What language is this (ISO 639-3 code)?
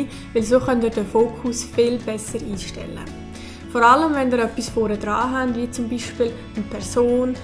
gsw